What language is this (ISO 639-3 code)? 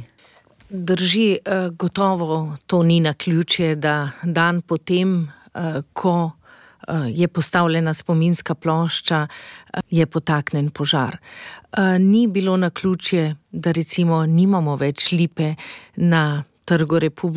slv